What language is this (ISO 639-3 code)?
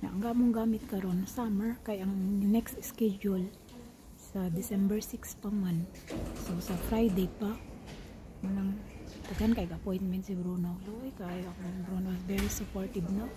ceb